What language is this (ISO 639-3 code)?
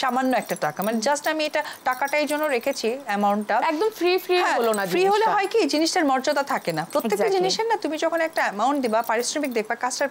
ben